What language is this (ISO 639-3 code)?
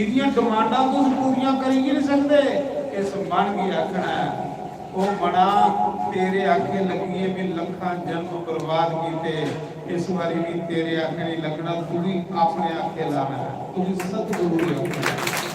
doi